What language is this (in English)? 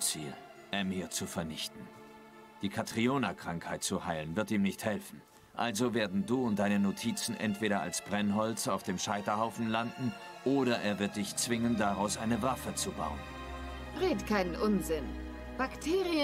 German